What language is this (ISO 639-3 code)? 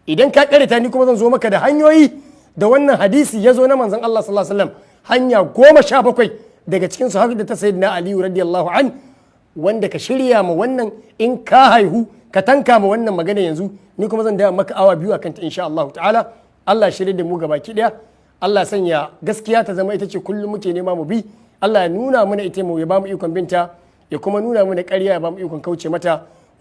hau